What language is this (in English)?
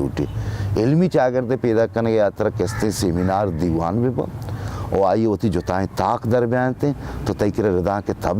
Baluchi